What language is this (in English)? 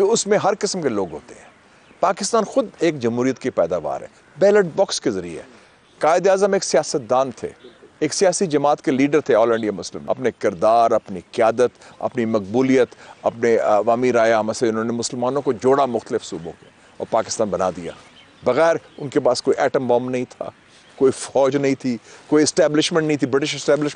Urdu